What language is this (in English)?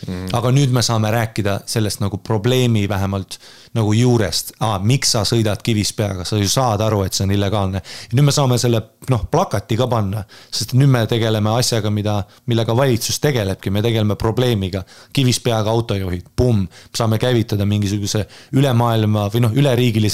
Estonian